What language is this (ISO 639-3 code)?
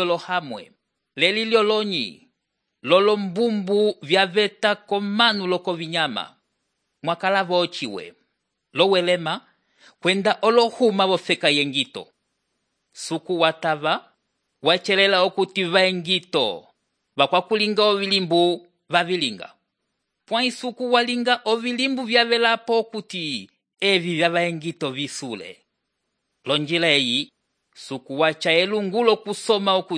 umb